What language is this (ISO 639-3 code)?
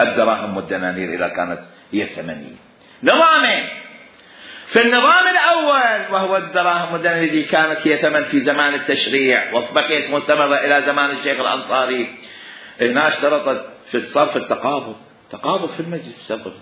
acm